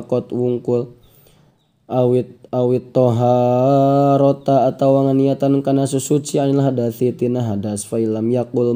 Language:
Sundanese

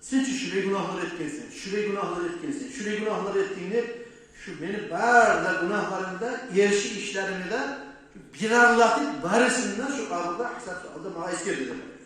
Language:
Kumyk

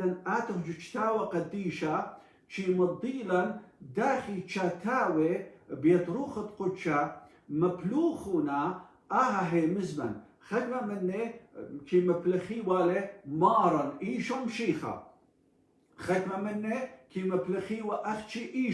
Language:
Assyrian Neo-Aramaic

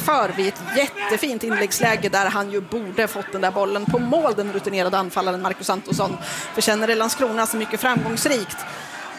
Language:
Swedish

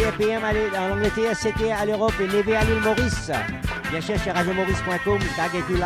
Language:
Morisyen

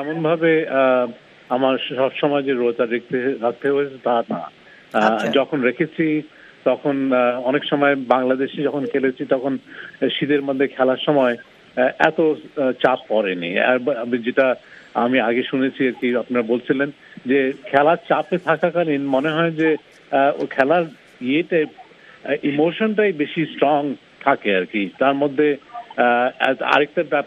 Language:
Bangla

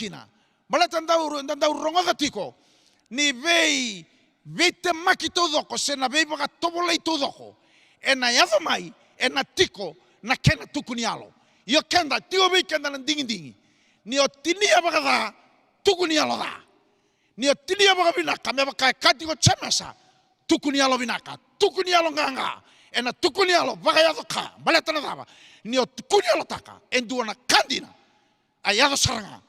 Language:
Fijian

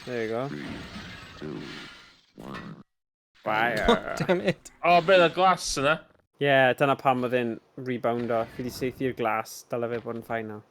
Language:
Welsh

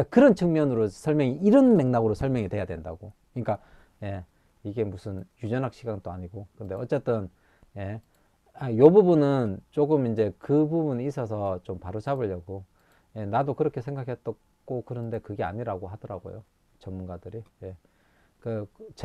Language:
Korean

